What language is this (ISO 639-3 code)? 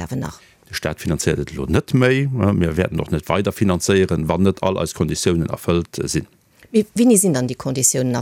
ltz